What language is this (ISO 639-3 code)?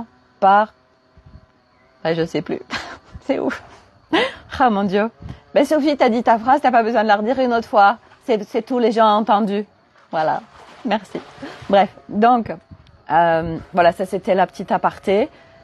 fra